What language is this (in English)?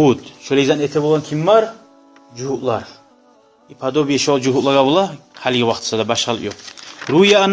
Kumyk